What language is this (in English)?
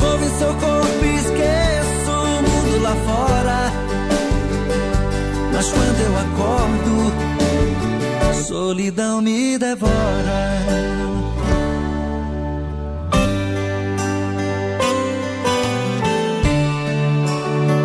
Portuguese